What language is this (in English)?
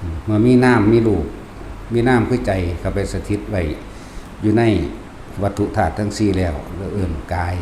Northeastern Thai